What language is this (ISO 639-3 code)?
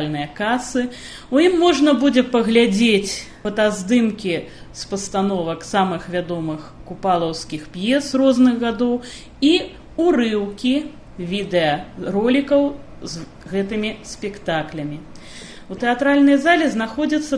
bel